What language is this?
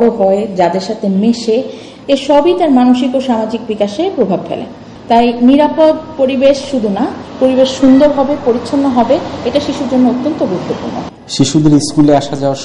Bangla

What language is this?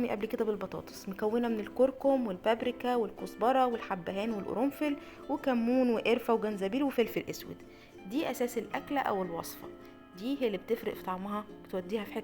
Egyptian Arabic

